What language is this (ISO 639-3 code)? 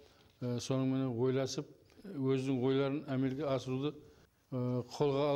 kaa